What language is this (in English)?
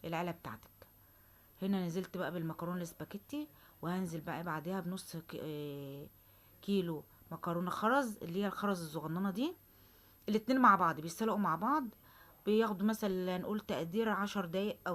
Egyptian Arabic